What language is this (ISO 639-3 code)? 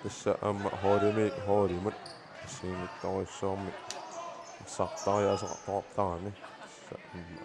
kal